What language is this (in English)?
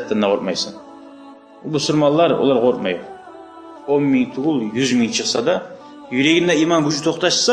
Kumyk